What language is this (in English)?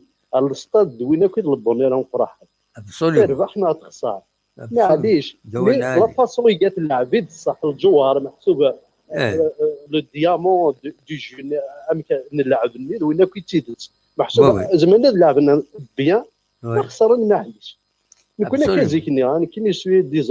Kabyle